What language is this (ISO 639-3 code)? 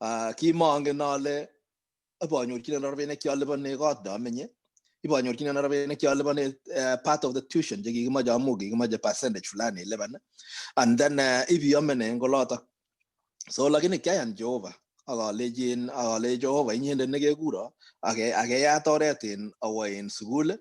kln